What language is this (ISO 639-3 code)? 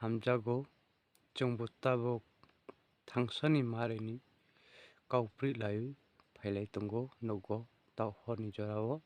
ria